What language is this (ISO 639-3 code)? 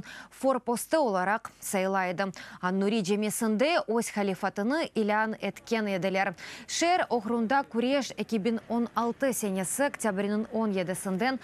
crh